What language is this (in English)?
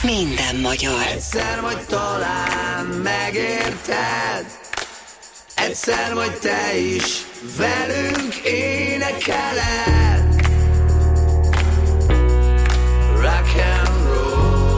Hungarian